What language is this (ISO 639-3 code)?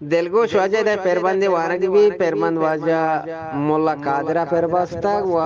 bgp